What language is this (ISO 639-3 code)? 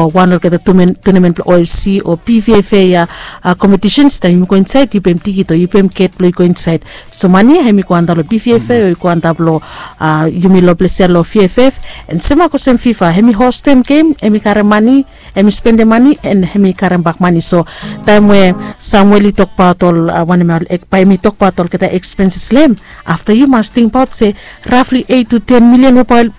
bis